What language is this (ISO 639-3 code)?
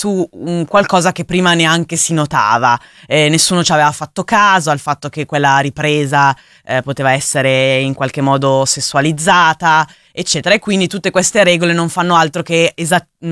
ita